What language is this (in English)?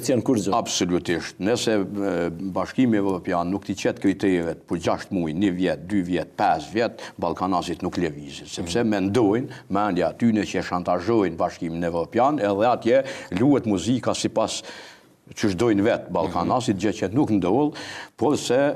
Albanian